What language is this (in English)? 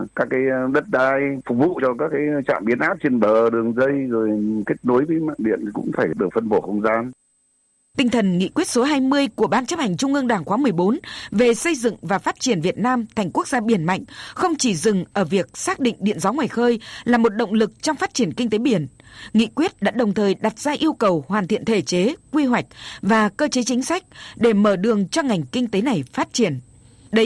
Vietnamese